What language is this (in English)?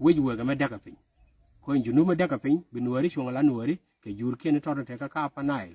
Nuer